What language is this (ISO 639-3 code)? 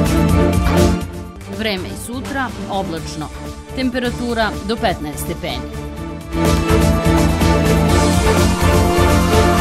srp